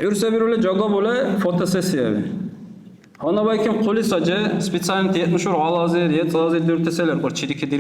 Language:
Dargwa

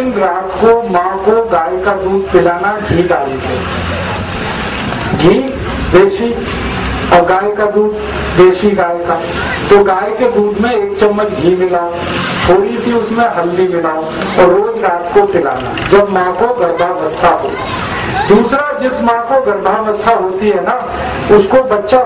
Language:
Hindi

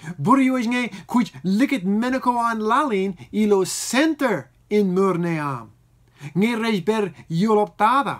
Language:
Marshallese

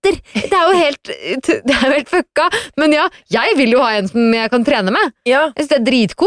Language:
Norwegian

